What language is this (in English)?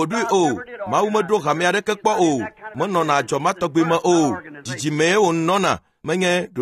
Ewe